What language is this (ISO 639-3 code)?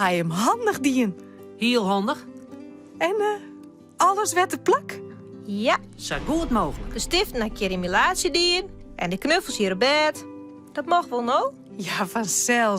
fry